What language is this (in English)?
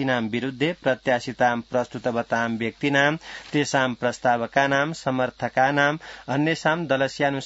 Sanskrit